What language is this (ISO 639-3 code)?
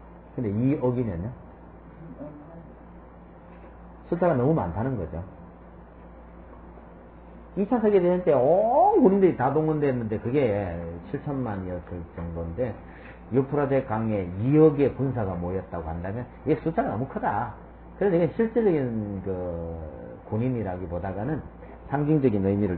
kor